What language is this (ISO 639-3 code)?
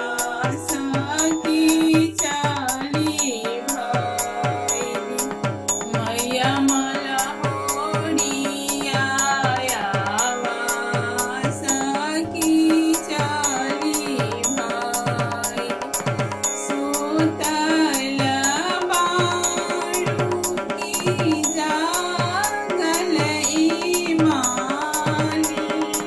bho